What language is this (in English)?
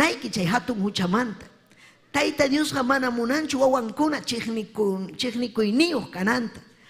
Ayacucho Quechua